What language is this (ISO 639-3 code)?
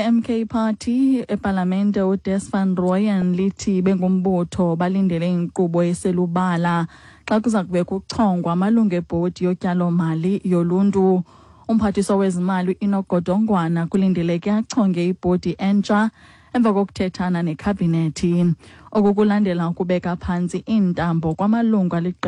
xho